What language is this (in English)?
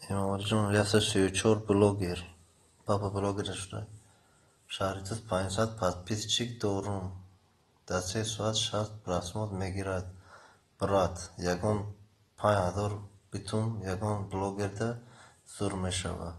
Tajik